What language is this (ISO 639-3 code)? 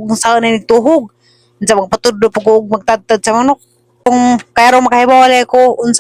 ceb